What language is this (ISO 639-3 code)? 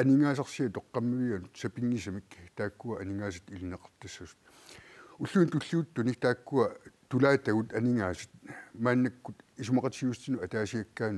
kal